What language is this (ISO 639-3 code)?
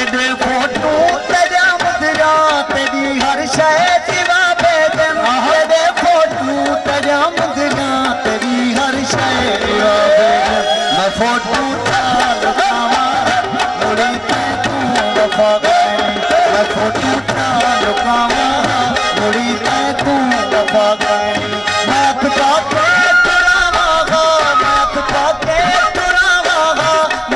skr